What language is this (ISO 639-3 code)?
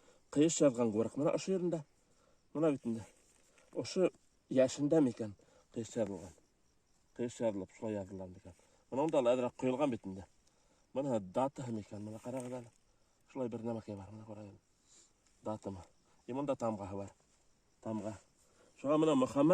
bak